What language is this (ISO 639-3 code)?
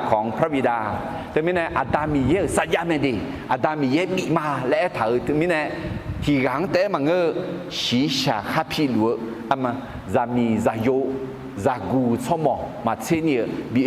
ahk